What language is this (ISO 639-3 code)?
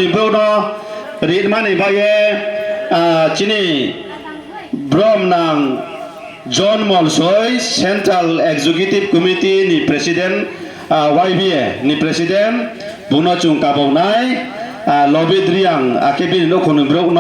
ria